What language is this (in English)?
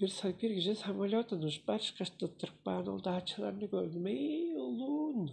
Tuvinian